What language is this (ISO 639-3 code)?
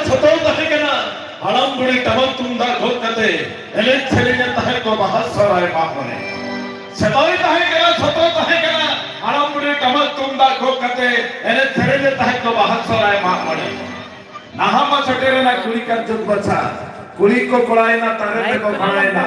sat